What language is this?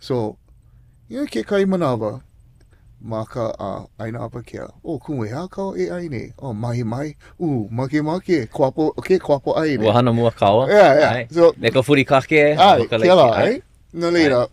Hawaiian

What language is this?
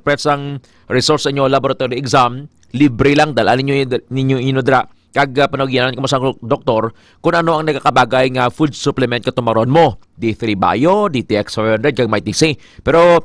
Hiligaynon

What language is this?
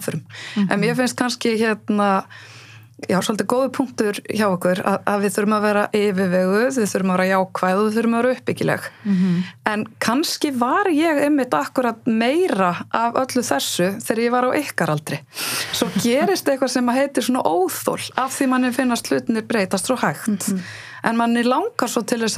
Icelandic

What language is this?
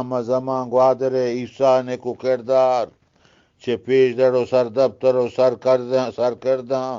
Eastern Balochi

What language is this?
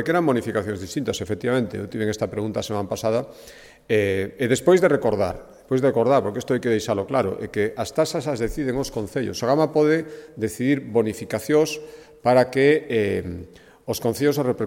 Galician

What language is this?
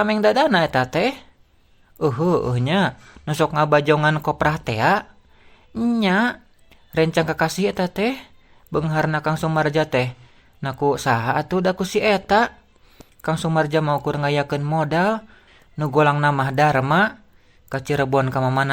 Sundanese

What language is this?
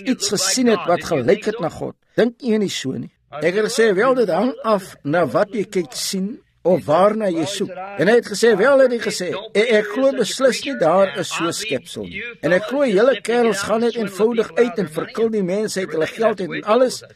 Afrikaans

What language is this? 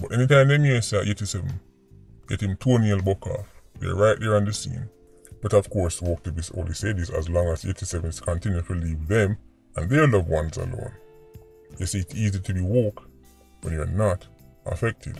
Jamaican Creole English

